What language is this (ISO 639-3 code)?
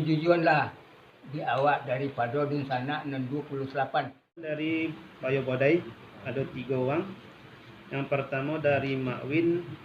min